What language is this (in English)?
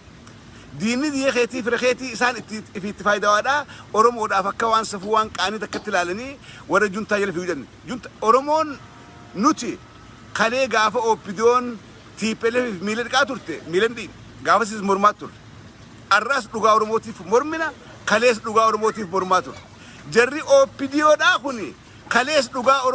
Oromo